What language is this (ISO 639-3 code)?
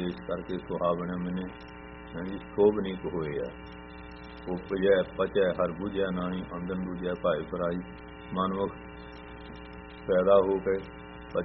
pan